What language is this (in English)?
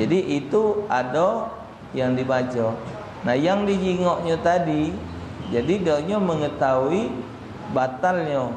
Musi